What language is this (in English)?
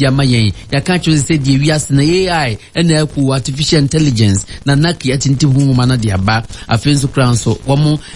Akan